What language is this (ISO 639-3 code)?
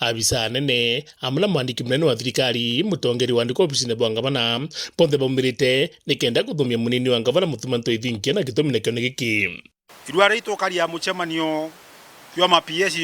mer